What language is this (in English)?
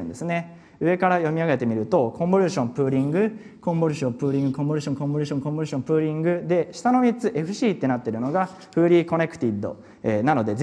Japanese